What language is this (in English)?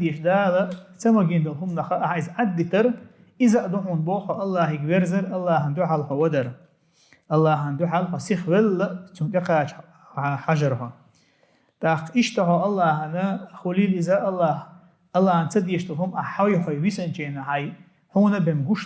Chechen